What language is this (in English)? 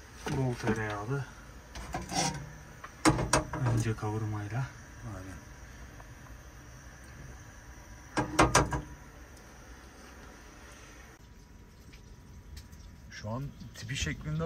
Turkish